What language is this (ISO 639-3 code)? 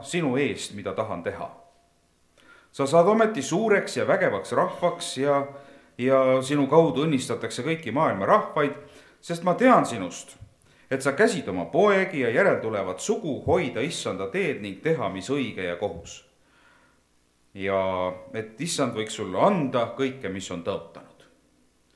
est